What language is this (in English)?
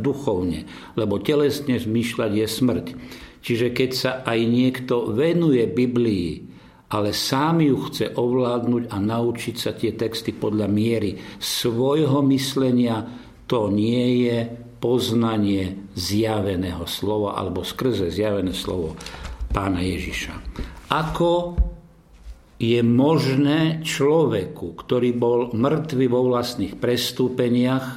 Slovak